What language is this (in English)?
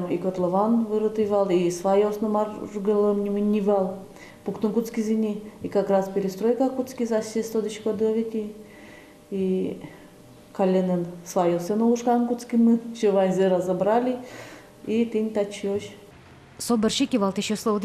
Udmurt